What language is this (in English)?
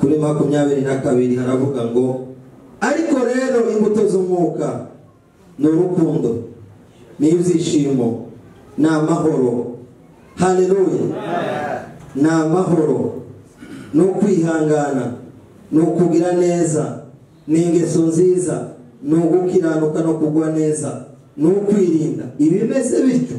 Kinyarwanda